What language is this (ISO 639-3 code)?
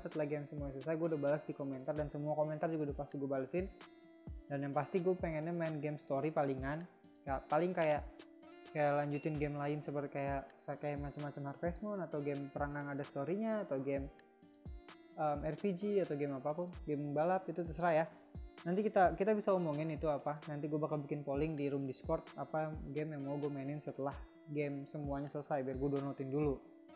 ind